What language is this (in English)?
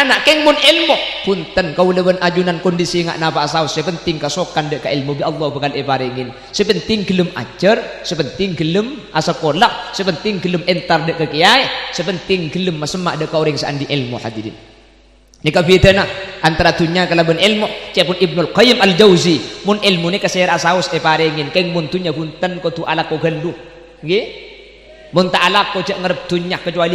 Madurese